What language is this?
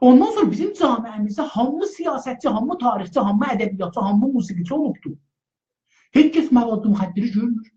South Azerbaijani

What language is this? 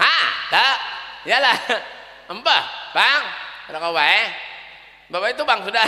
Banjar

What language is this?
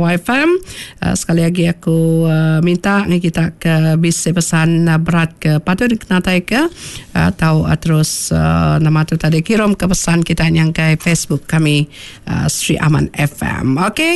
Iban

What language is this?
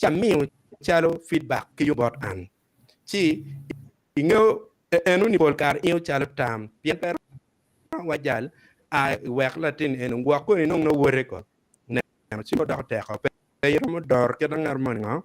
Acoli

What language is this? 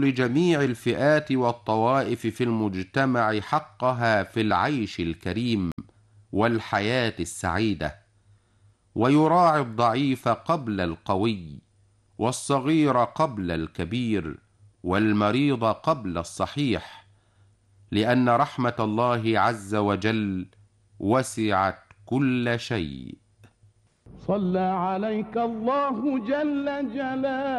Arabic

